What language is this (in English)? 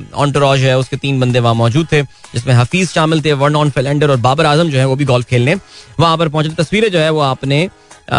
Hindi